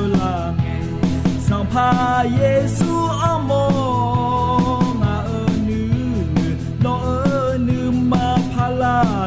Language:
Akha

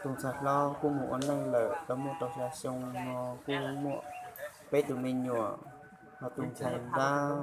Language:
Hmong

